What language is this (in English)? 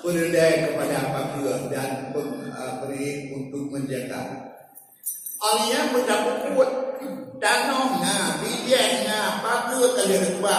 Achinese